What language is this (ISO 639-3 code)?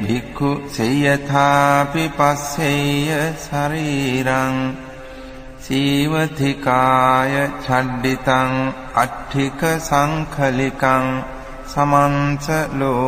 pli